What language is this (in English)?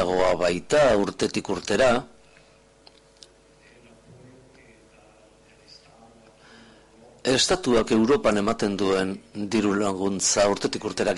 Basque